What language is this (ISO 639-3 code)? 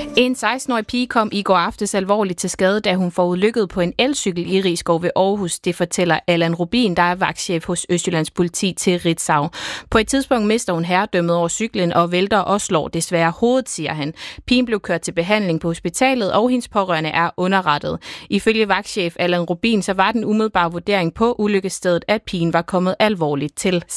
dan